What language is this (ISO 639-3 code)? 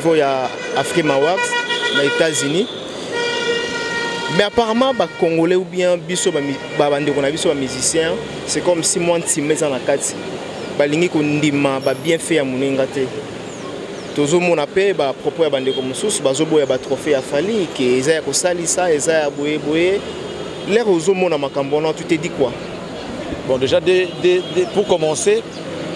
fra